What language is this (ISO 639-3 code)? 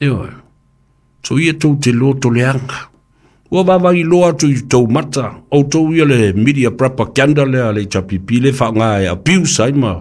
smo